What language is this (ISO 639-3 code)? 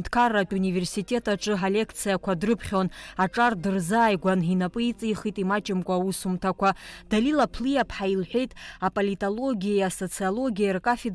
abk